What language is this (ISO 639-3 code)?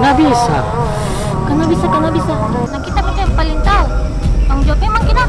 mfp